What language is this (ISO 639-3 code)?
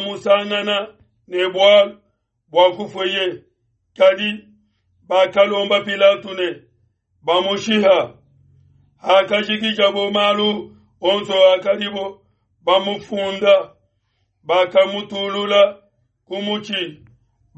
lua